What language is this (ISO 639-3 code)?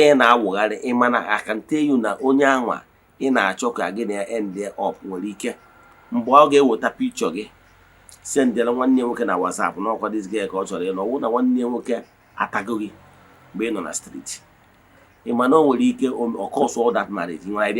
ibo